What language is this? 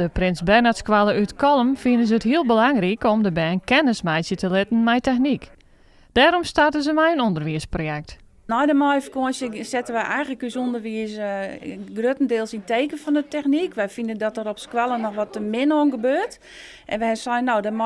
Western Frisian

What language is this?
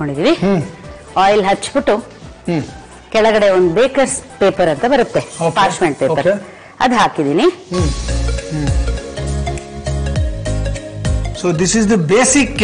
Kannada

